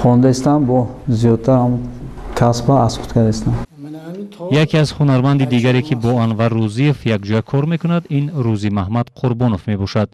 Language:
Tajik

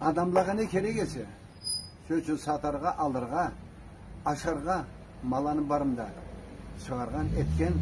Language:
Karachay-Balkar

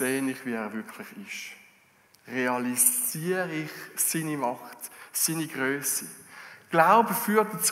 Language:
Swiss German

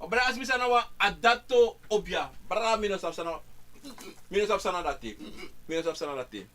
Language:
Sranan Tongo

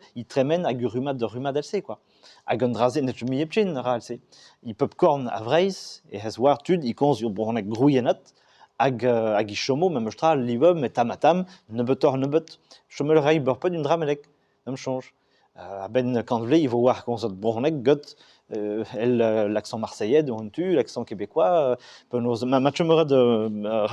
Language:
Breton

